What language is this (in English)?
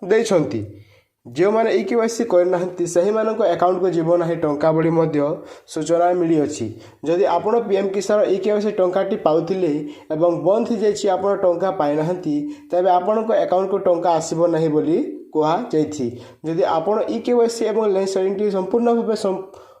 Odia